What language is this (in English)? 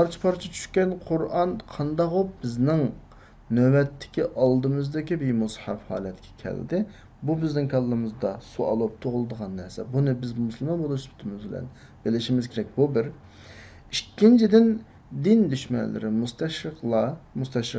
Uyghur